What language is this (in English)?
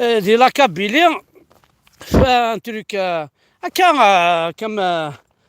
Kabyle